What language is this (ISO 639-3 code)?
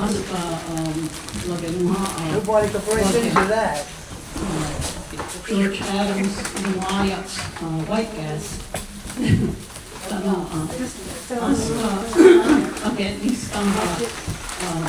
moh